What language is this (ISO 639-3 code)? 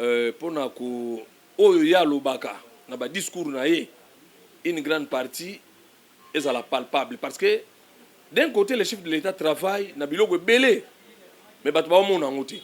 lin